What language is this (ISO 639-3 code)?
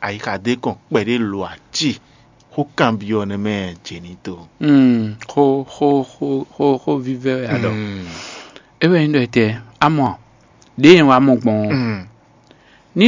fon